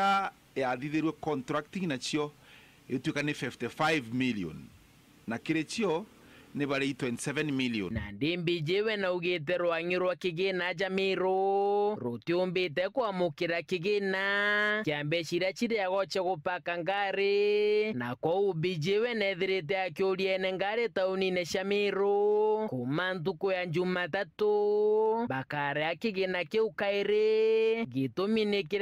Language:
Meru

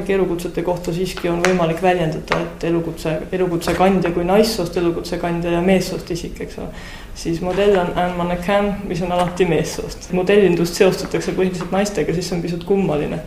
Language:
Estonian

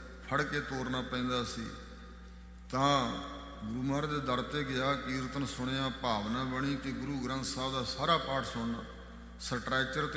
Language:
Punjabi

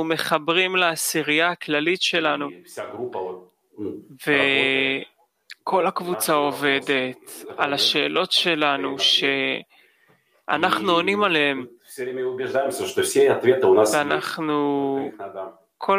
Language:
Hebrew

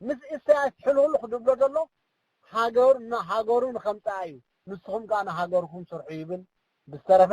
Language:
Tigrinya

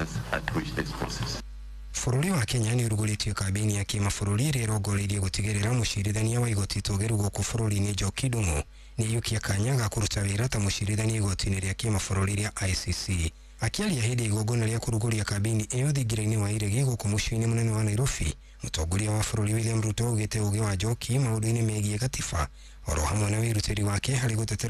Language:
Kikuyu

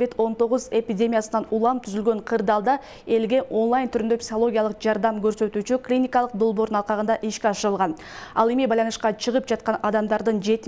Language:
Kyrgyz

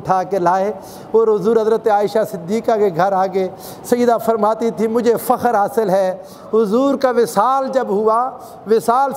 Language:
Urdu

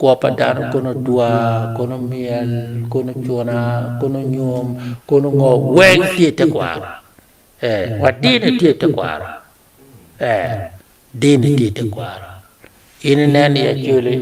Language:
Acoli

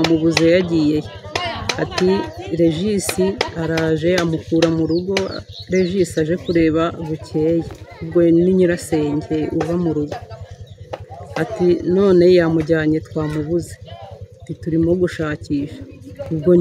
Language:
Kinyarwanda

